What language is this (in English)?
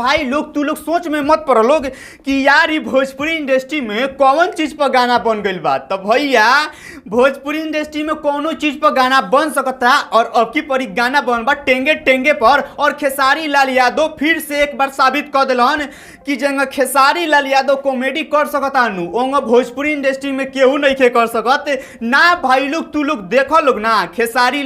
Bhojpuri